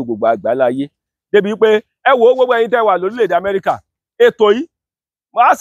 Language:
Yoruba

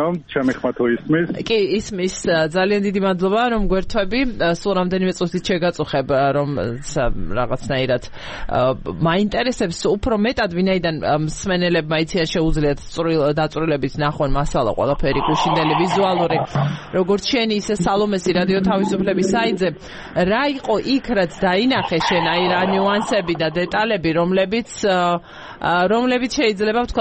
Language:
Georgian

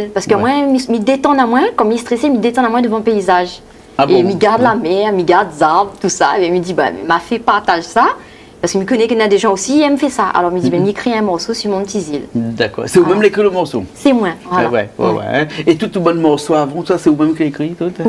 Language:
Réunion Creole French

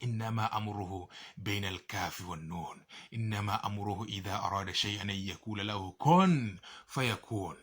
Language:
Teso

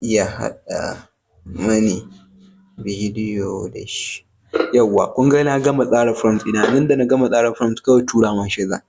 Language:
Hausa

